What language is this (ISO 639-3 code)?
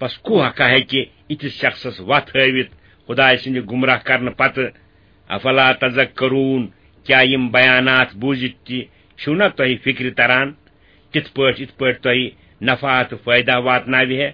kas